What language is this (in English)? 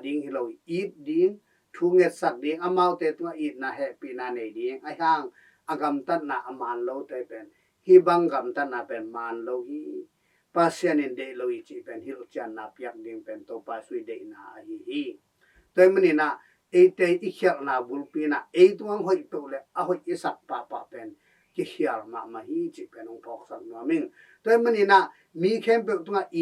Tedim Chin